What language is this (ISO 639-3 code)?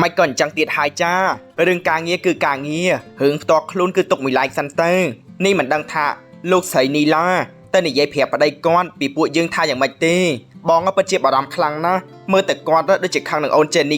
khm